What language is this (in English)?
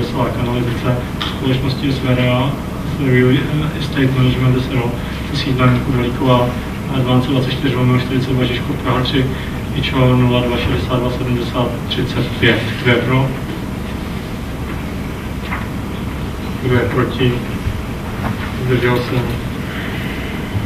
Czech